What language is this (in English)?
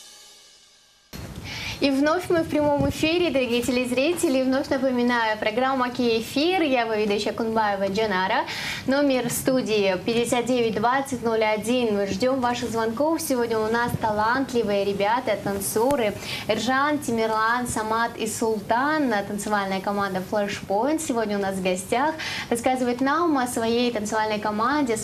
Russian